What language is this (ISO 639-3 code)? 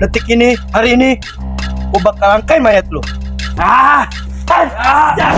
bew